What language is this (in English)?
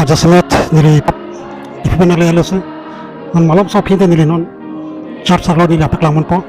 Karbi